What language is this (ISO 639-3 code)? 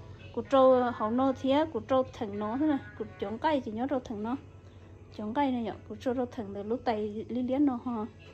hmn